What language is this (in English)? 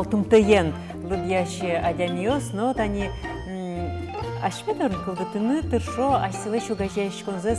Udmurt